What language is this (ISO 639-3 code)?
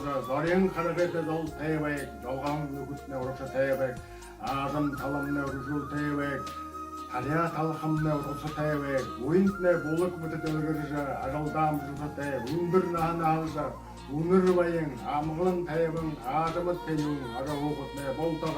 bua